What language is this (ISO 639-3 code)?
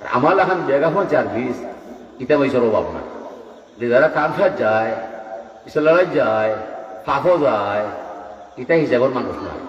syl